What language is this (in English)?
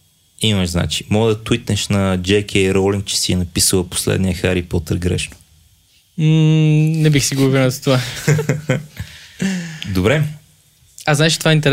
Bulgarian